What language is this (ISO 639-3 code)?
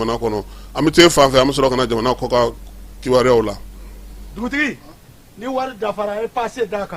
bam